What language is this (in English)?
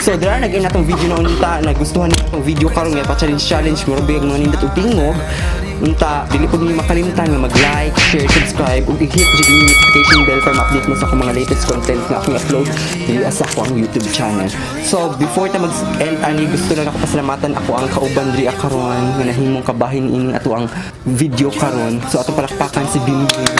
Cebuano